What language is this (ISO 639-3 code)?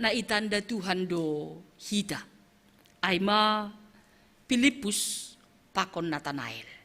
bts